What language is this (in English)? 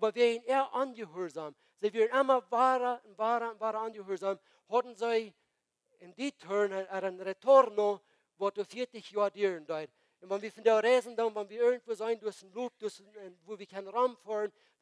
Plautdietsch